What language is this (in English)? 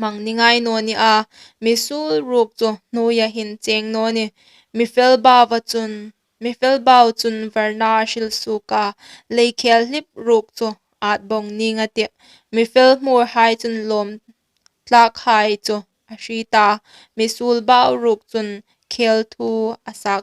Hmar